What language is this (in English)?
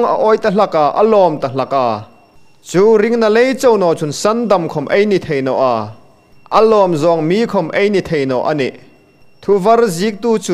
Hmar